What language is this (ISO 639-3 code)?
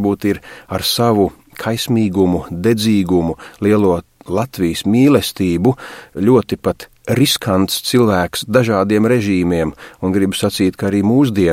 lav